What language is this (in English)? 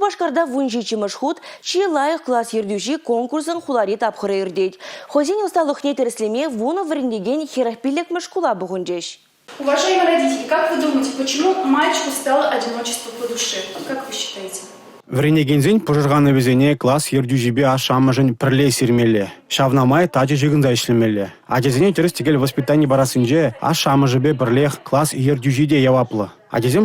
Chuvash